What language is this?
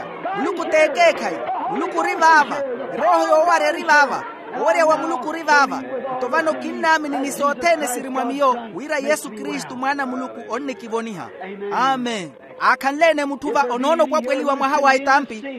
Makhuwa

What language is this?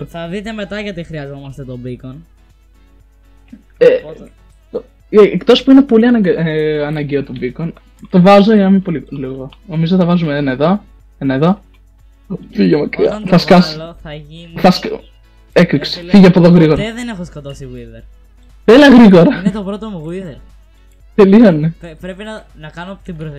Greek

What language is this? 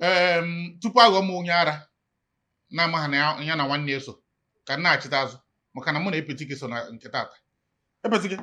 Igbo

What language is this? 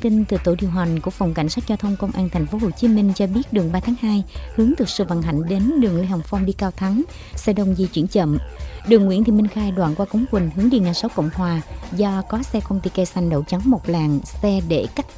Vietnamese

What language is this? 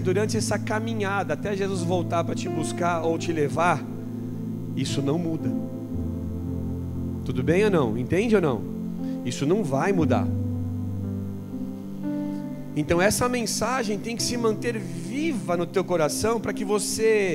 Portuguese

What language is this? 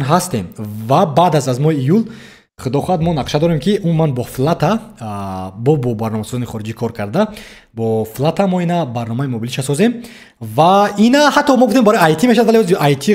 Tajik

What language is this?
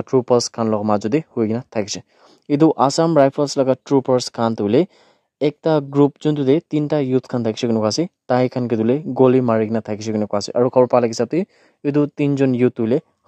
Naga Pidgin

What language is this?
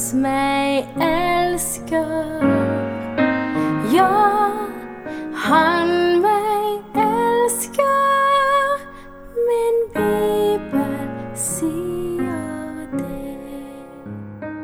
Norwegian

